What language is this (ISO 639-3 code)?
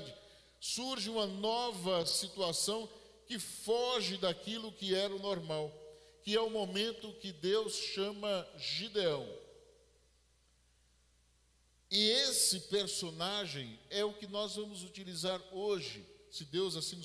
por